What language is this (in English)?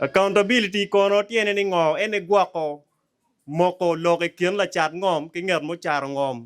Acoli